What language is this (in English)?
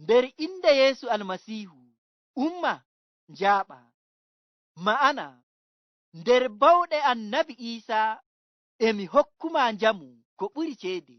Nigerian Fulfulde